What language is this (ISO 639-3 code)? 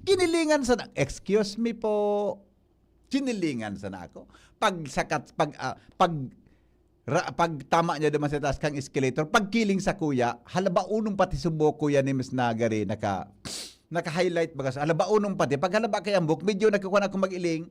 bik